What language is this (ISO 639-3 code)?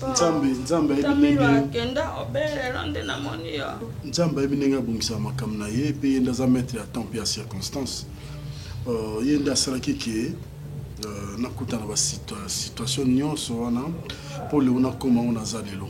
lin